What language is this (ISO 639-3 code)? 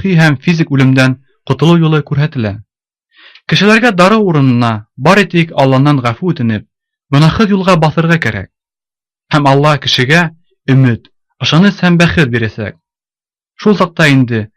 bak